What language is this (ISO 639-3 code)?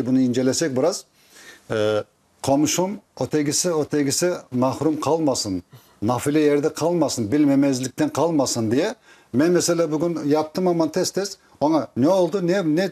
crh